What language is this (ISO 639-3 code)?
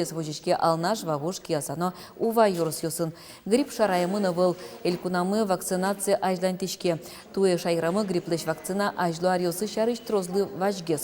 udm